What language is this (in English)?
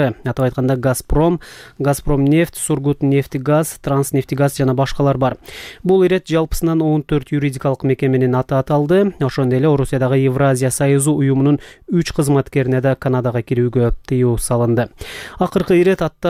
Kyrgyz